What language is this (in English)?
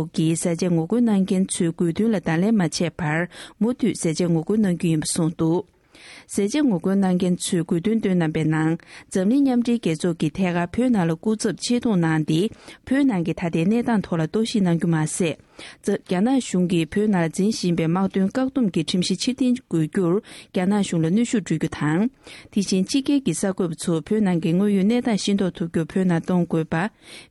Tibetan